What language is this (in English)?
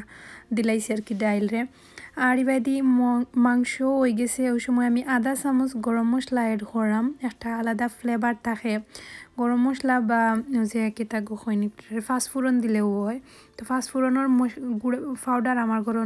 Sylheti